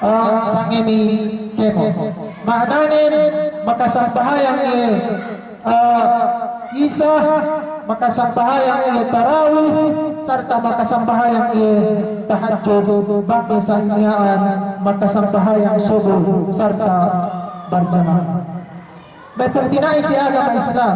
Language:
Yakan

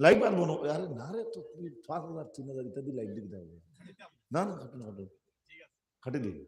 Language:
Sylheti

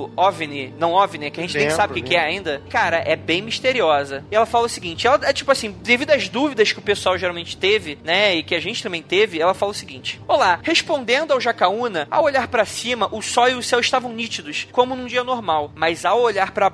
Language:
Portuguese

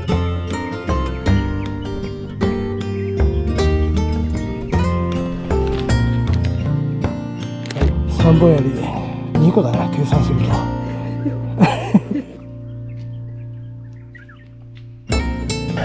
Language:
Japanese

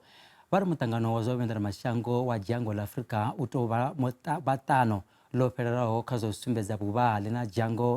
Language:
Venda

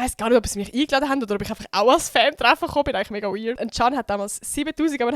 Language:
Swiss German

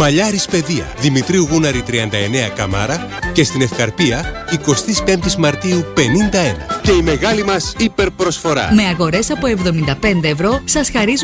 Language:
Greek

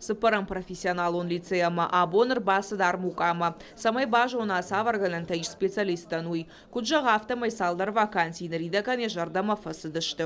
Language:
Ossetic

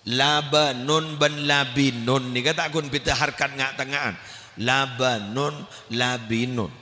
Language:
Madurese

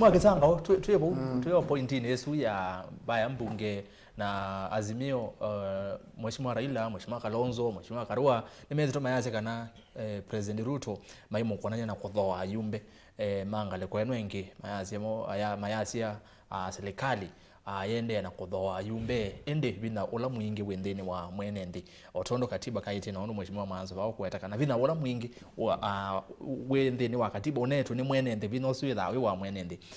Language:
Kamba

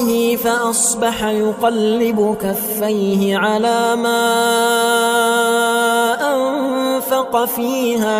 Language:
Arabic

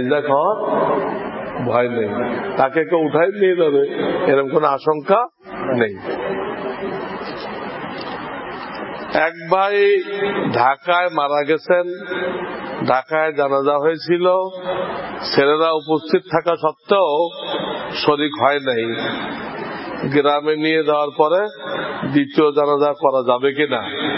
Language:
Bangla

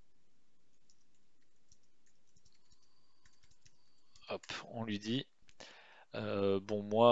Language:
French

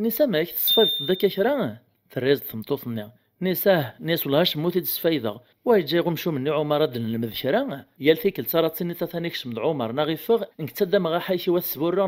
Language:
Kabyle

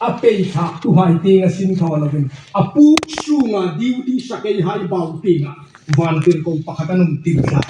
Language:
Hmar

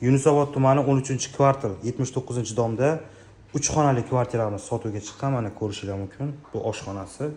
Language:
Uzbek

